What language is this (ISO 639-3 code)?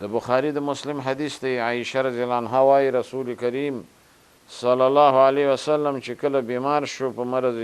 pus